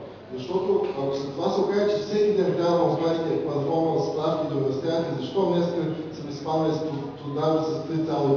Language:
Bulgarian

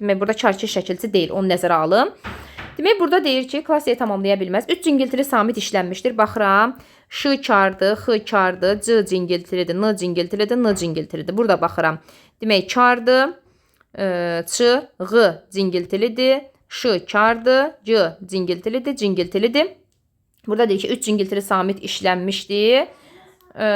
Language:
Azerbaijani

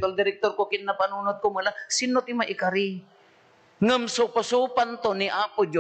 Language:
Iloko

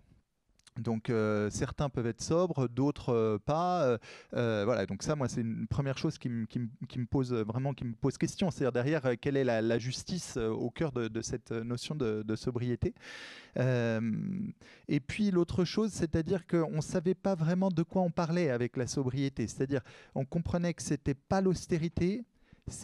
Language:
French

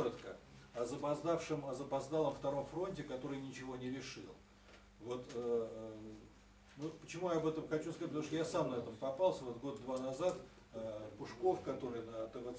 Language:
Russian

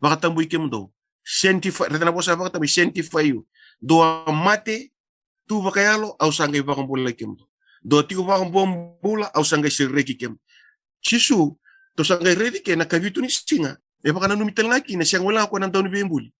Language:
Fijian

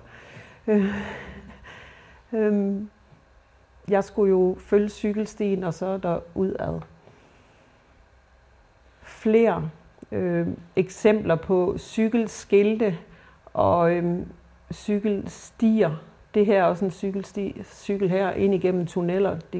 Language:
Danish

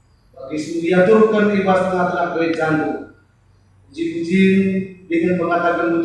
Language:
Batak Karo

